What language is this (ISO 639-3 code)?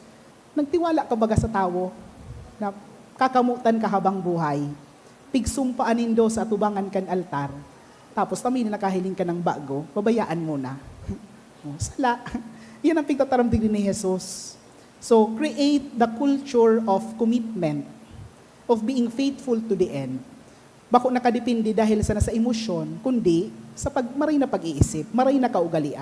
bik